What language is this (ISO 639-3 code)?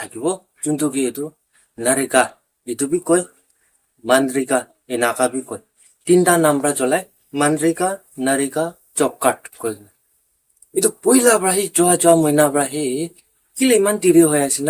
nag